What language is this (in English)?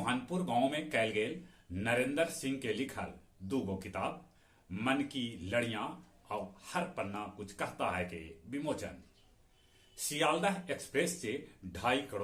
Magahi